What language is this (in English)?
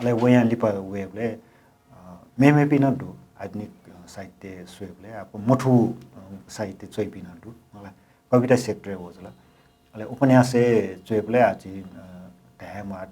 Newari